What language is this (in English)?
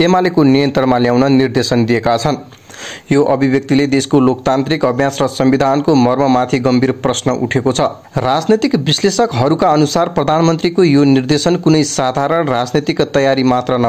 Nepali